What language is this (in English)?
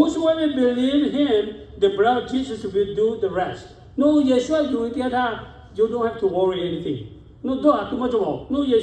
Lahu